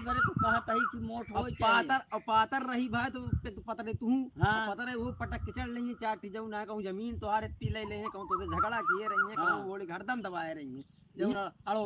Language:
Awadhi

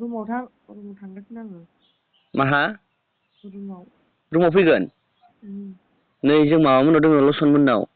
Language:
Bodo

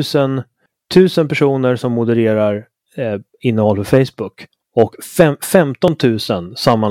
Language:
Swedish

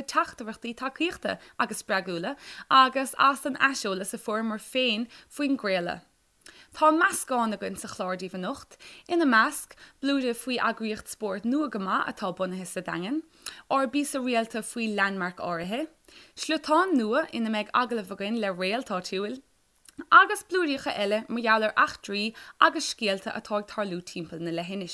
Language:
Irish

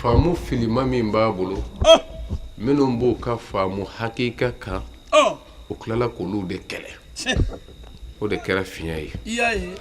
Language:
Bambara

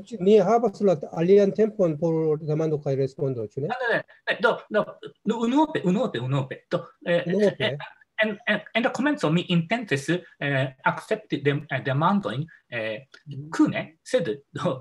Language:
Esperanto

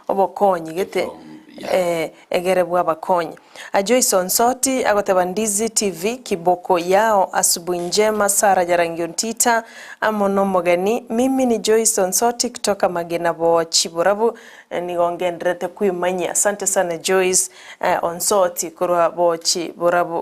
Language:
Gusii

